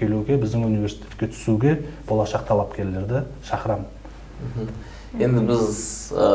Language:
Kazakh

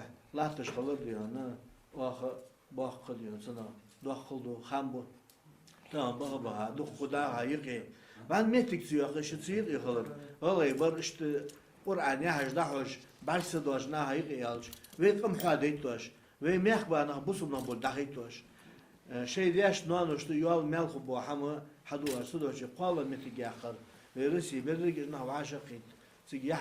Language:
Ingush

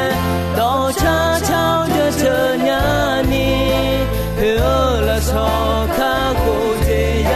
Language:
Akha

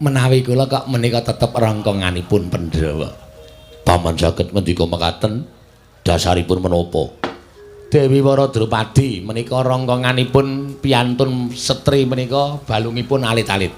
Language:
Javanese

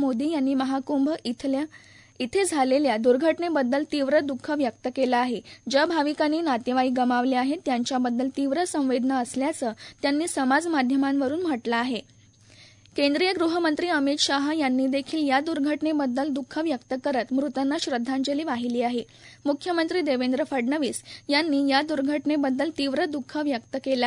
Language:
Marathi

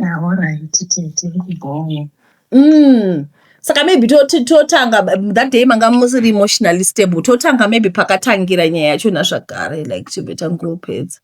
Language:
Shona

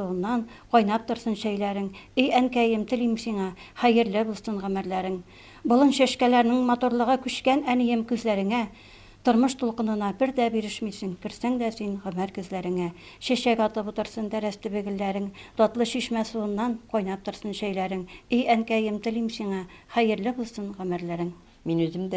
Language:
Tatar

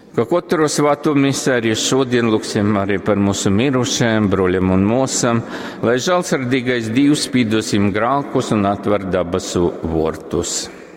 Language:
Latgalian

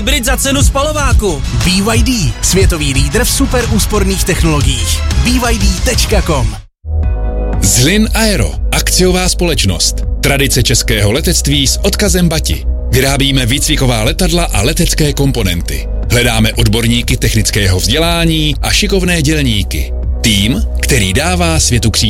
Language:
Czech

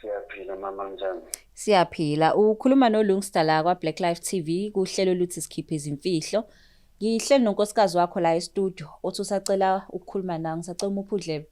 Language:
Zulu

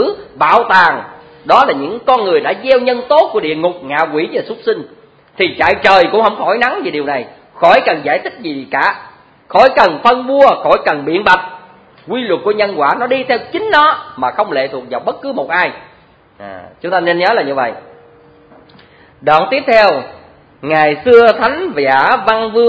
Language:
Vietnamese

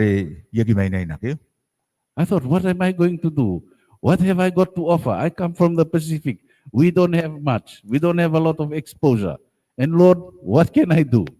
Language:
Gilbertese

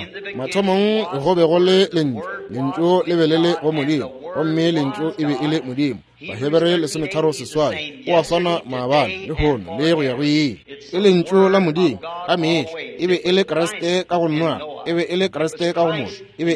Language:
Northern Sotho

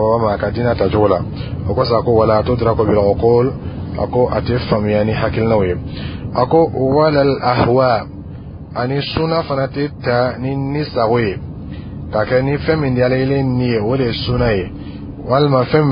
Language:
Dyula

